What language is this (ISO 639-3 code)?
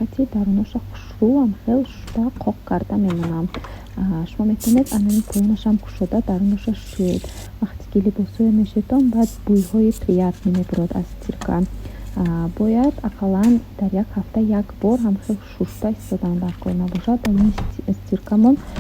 tgk